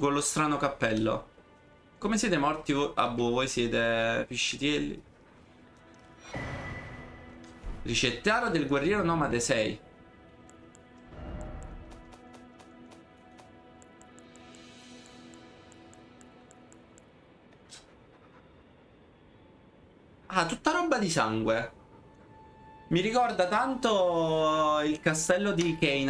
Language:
Italian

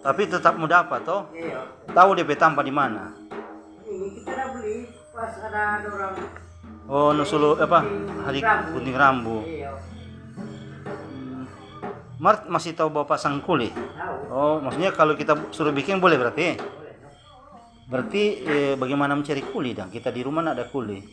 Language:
Manado Malay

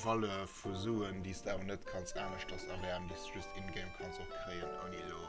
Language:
Luxembourgish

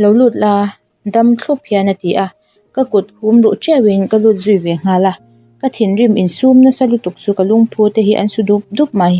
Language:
Mizo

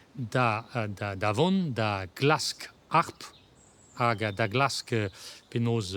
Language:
Breton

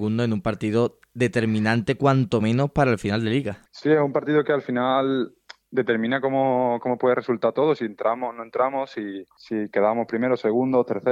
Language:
Spanish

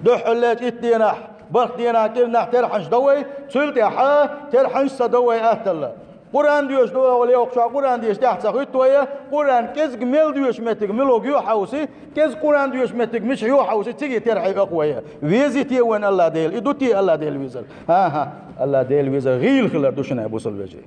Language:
Chechen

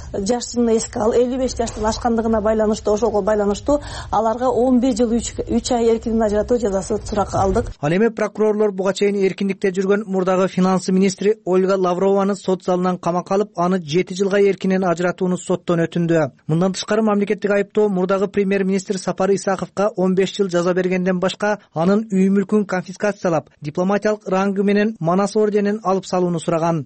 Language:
Kyrgyz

